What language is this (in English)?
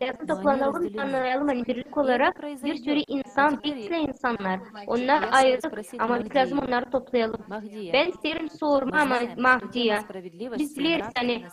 Gagauz